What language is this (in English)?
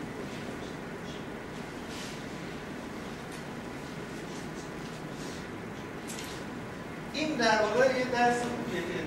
Persian